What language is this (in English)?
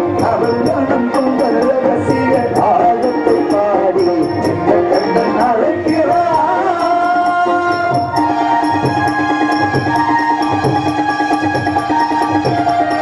Tamil